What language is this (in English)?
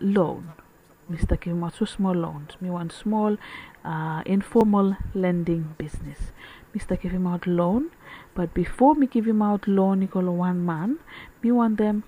Bislama